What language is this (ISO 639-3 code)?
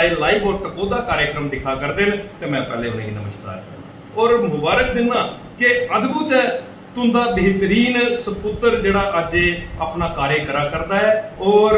doi